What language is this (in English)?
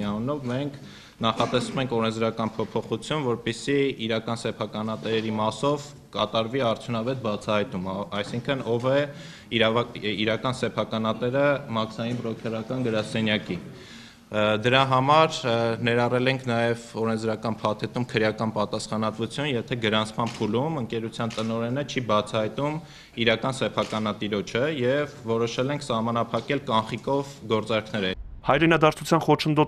Armenian